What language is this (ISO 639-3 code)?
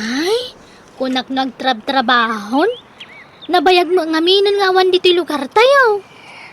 ilo